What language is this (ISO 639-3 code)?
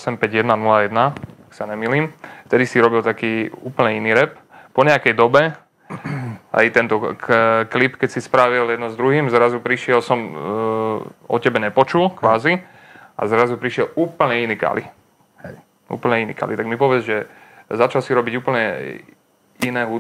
slk